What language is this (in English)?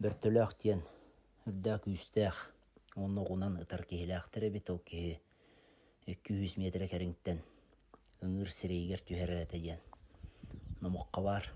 Yakut